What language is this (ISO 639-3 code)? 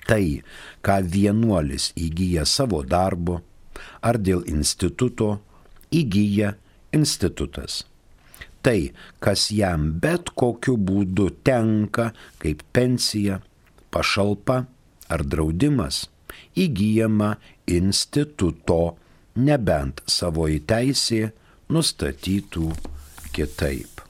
lit